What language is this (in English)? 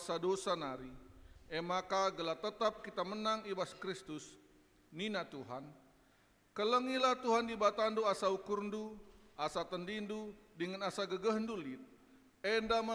Batak Karo